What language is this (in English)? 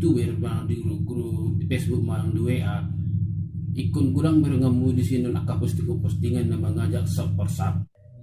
Batak Toba